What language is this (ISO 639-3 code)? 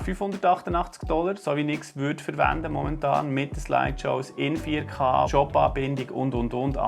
gsw